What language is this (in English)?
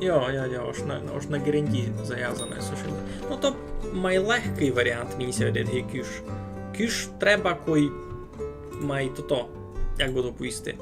Rusyn